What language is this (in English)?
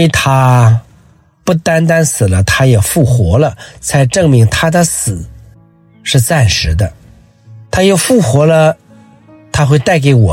Chinese